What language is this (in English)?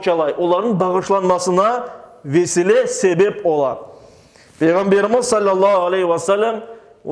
Crimean Tatar